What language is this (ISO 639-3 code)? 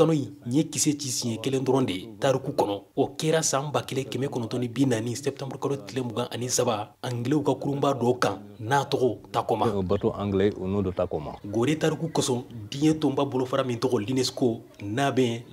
bam